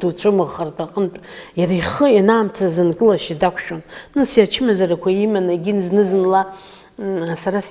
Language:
Abkhazian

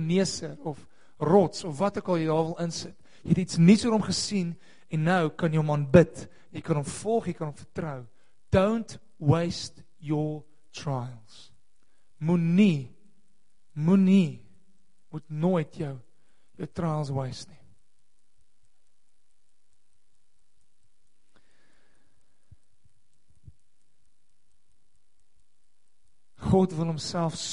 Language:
Afrikaans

